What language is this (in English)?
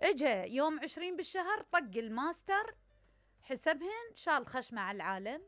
Mesopotamian Arabic